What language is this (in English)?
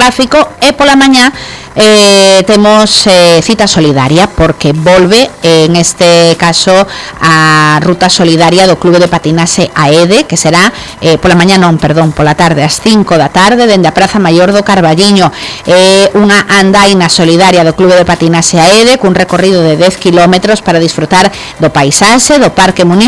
Galician